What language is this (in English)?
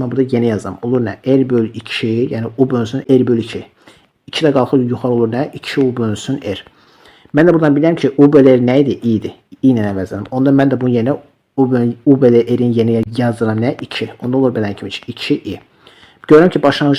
Azerbaijani